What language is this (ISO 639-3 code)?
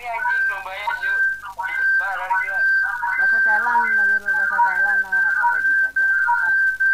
bjn